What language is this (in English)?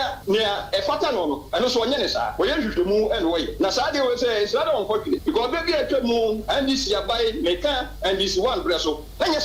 Akan